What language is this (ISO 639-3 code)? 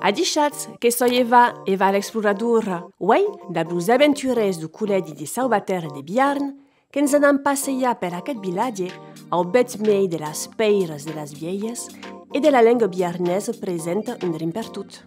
oci